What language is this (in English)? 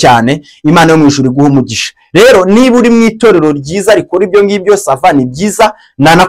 Kinyarwanda